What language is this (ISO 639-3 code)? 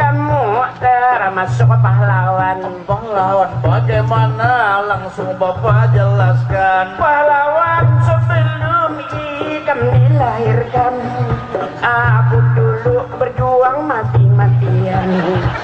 bjn